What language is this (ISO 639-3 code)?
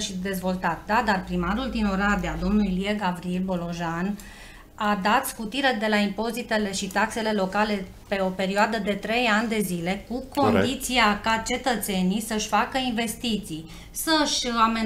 ron